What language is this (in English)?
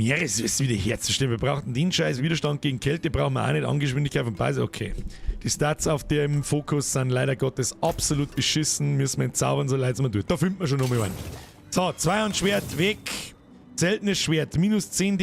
Bavarian